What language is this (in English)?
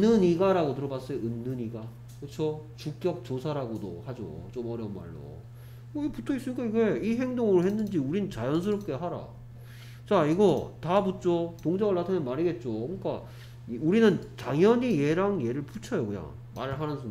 Korean